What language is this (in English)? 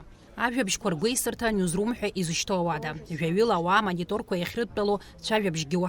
Abkhazian